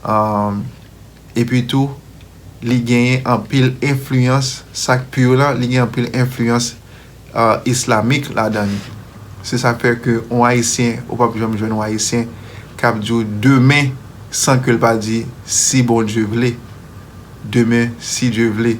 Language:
Haitian Creole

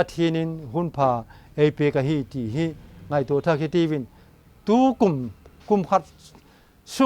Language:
Vaiphei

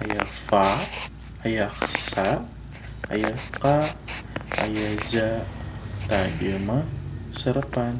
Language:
Sundanese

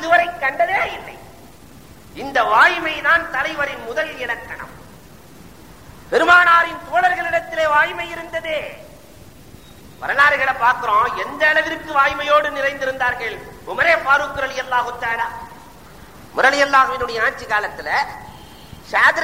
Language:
Tamil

